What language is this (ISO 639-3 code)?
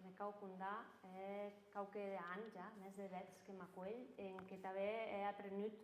oci